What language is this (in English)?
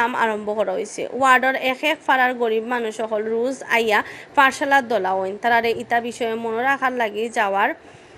Sylheti